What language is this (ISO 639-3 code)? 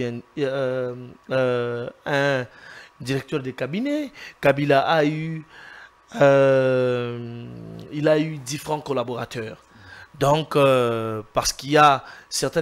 fra